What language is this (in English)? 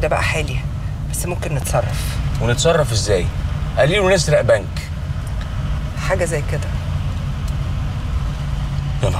Egyptian Arabic